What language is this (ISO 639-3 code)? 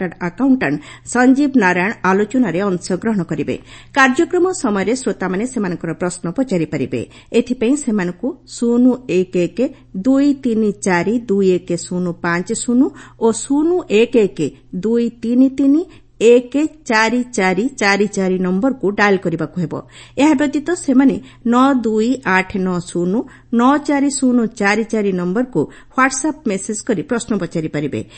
ori